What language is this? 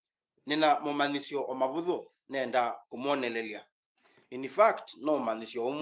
Kamba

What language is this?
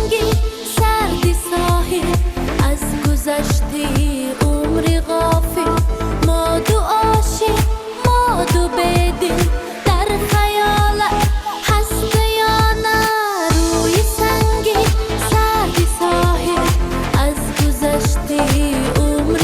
Tajik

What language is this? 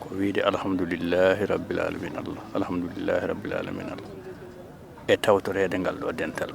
Fula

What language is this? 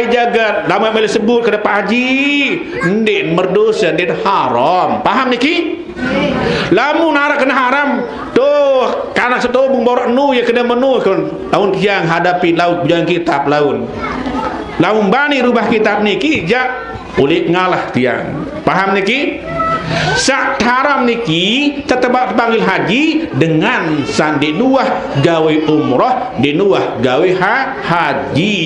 Sasak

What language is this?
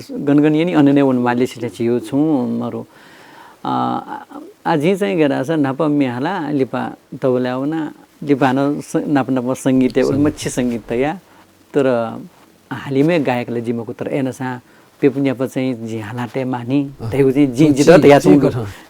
Newari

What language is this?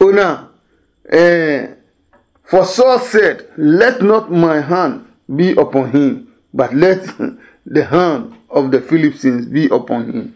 Adangme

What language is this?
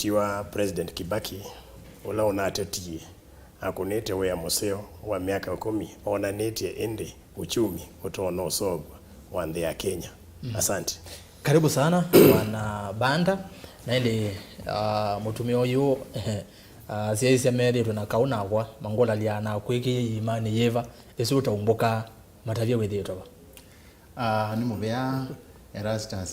Kamba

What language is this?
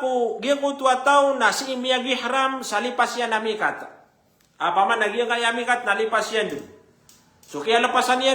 Maranao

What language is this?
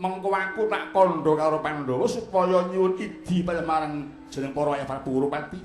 Javanese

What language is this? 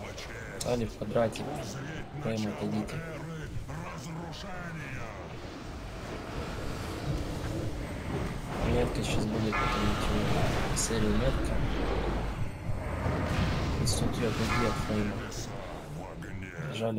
Russian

